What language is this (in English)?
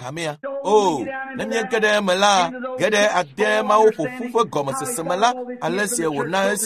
Ewe